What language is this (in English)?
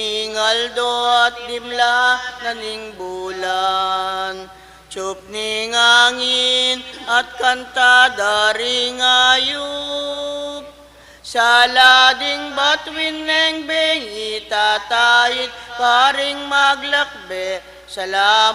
Pampanga